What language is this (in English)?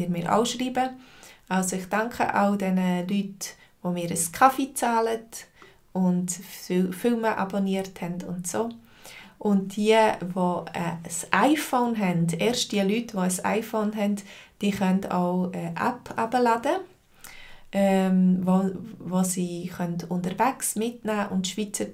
Swiss German